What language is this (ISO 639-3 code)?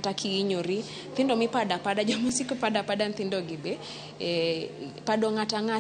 luo